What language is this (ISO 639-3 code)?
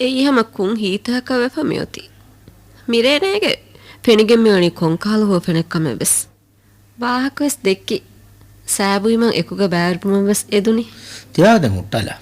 div